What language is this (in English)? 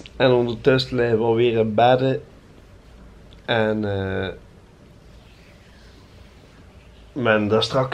Dutch